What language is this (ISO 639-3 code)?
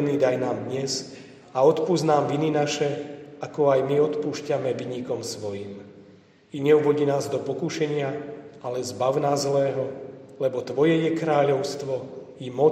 slk